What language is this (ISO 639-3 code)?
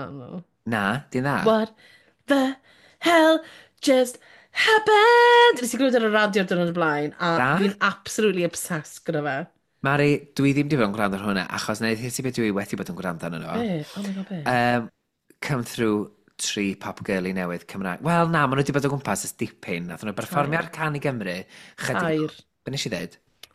cym